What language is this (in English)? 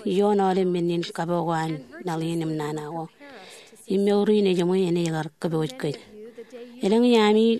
Marshallese